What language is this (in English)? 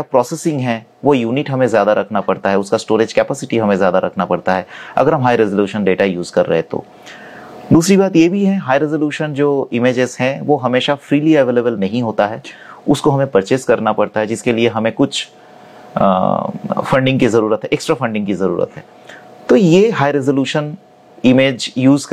Hindi